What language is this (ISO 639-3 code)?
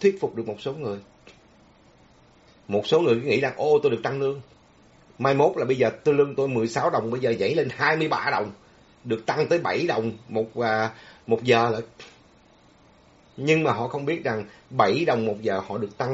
vie